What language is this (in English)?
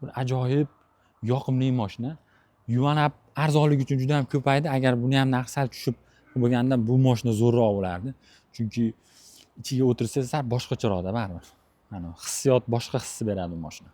Uzbek